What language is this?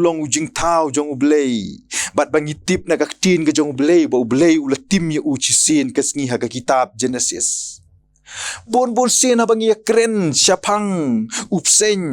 Khasi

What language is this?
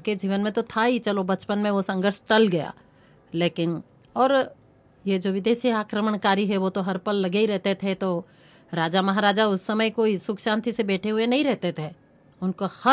Hindi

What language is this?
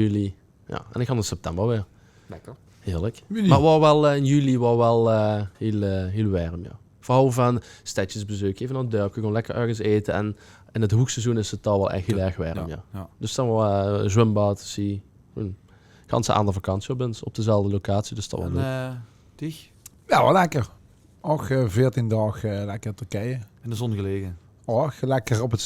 Limburgish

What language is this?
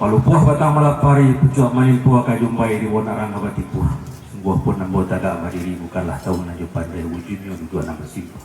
Minangkabau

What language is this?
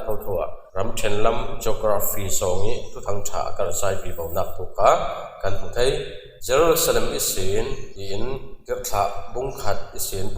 Falam Chin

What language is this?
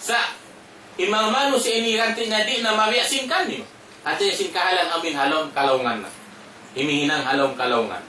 Tausug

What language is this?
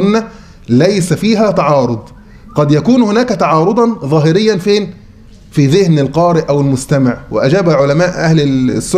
Arabic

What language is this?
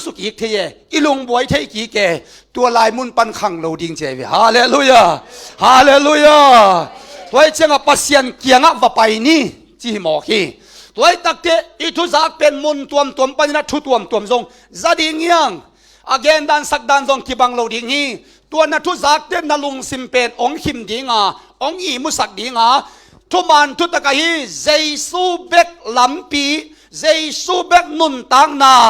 Tedim Chin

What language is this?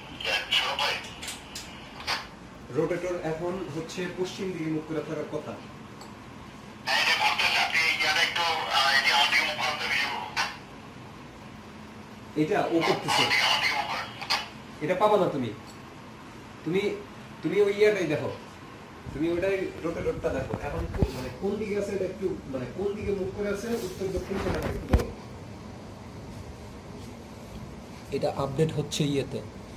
Bangla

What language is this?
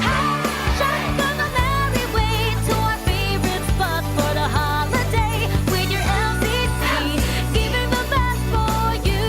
Bikol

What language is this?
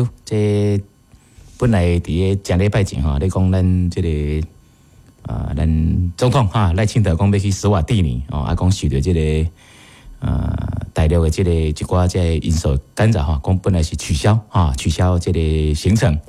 Min Nan Chinese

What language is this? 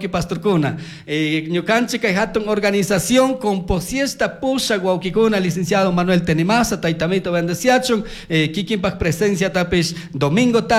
Chimborazo Highland Quichua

